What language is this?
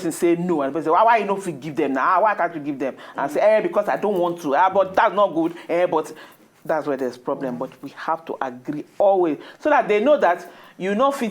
Nigerian Pidgin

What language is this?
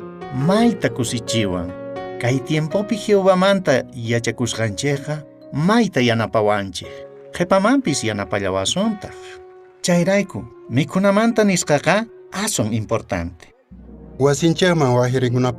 South Bolivian Quechua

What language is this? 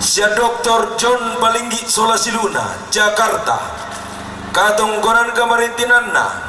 Toraja-Sa'dan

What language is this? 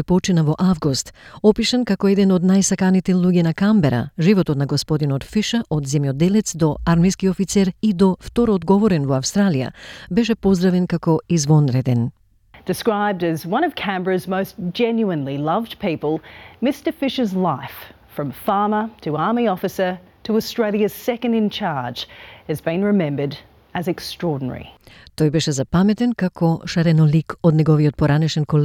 Macedonian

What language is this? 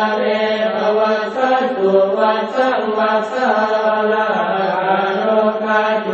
Pali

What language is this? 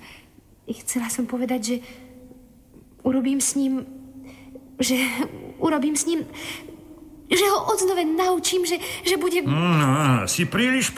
Slovak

